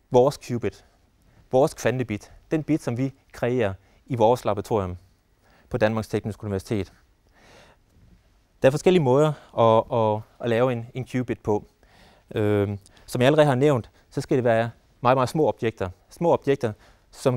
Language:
Danish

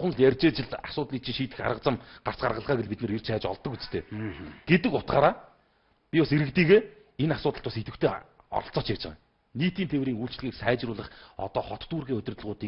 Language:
Mongolian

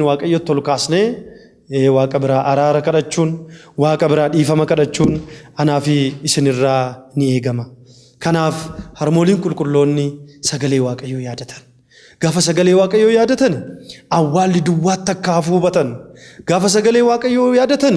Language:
Oromo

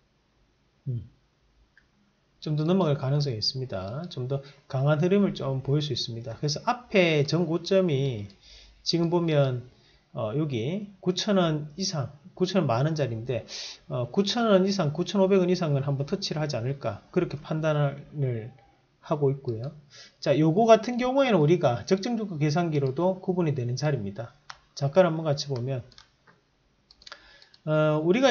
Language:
Korean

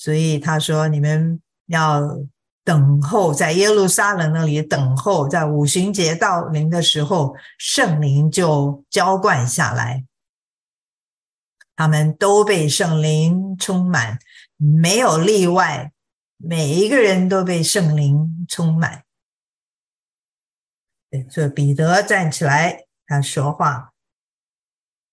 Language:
Chinese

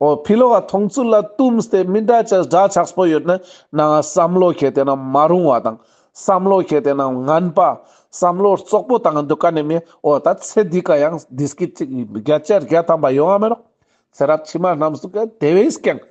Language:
Ladakhi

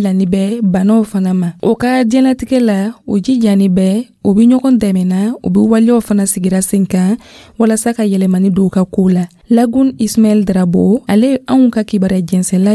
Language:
Dyula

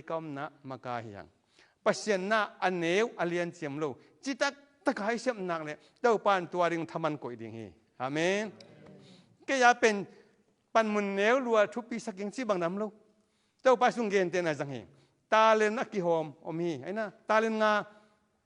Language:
Tedim Chin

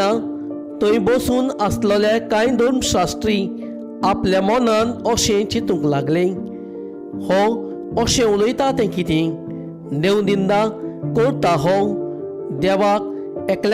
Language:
Konkani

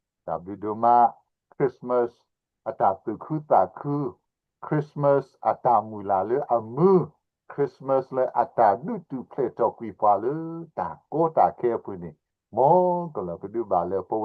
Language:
S'gaw Karen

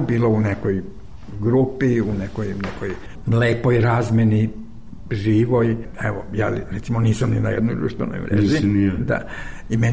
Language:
Serbian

